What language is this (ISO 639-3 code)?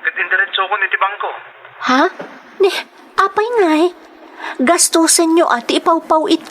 ilo